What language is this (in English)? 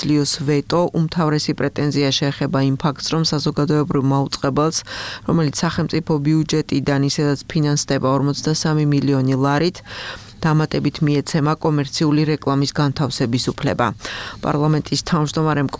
Georgian